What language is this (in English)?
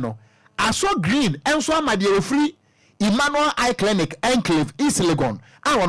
Akan